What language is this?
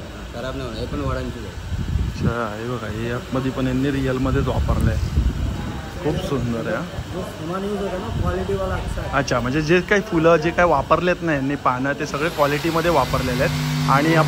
Marathi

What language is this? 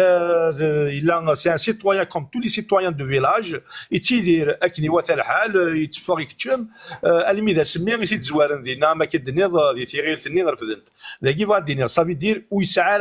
Kabyle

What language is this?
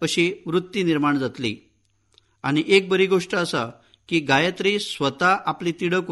Konkani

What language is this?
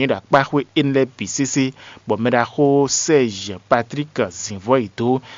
Fon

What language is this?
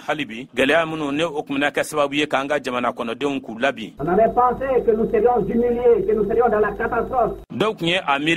Bambara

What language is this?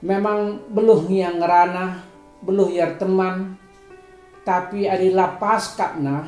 Batak Karo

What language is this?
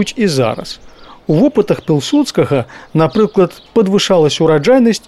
Belarusian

